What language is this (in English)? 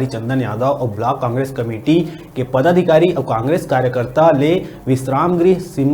Chhattisgarhi